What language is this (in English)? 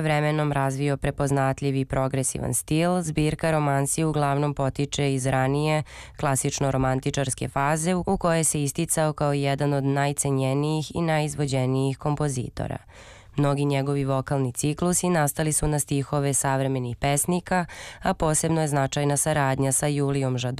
Serbian